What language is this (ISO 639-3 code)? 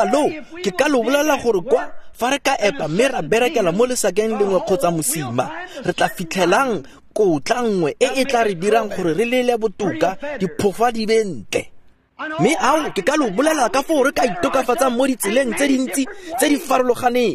tsn